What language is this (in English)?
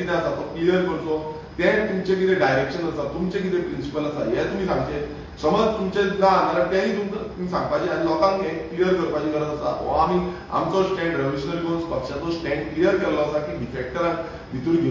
Konkani